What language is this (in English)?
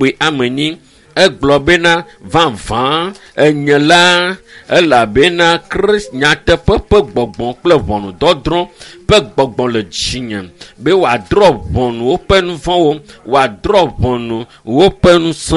Ewe